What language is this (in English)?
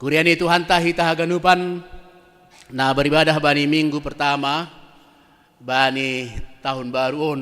Batak Simalungun